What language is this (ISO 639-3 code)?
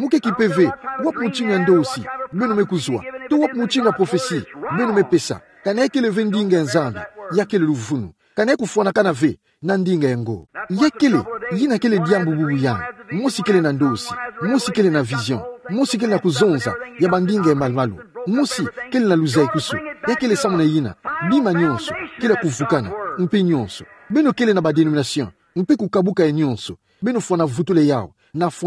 ktu